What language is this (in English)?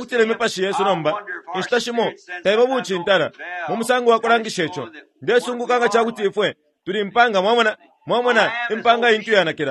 Bemba